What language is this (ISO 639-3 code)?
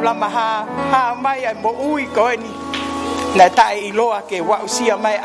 ton